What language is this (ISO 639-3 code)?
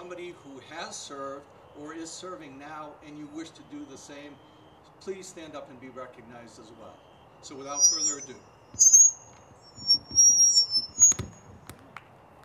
eng